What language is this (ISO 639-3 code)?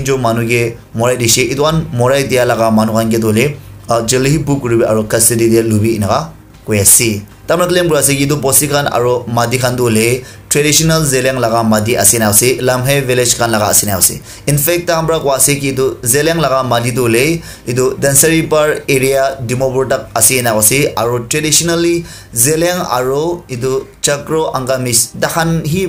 nag